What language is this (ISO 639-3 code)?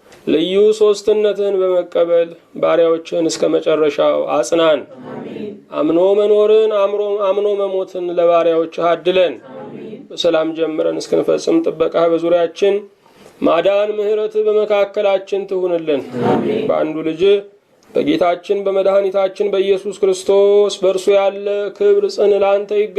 amh